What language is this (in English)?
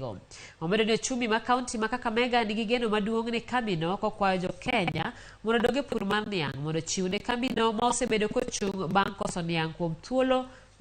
Luo (Kenya and Tanzania)